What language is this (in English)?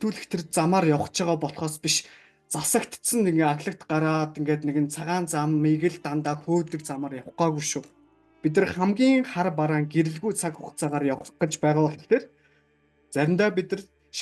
Mongolian